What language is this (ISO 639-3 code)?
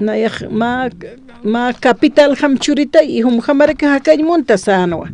aym